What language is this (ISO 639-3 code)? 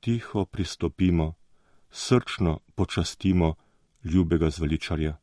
slv